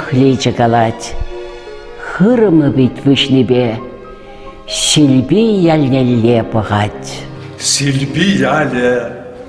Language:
Chuvash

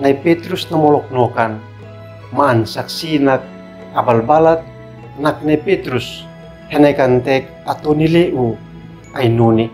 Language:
Uab Meto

